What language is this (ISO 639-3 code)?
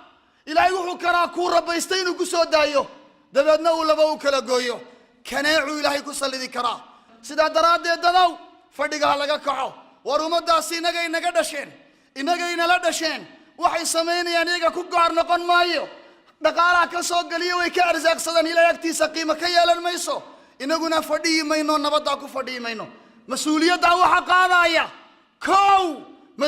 som